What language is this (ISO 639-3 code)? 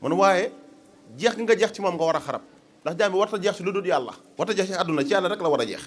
wol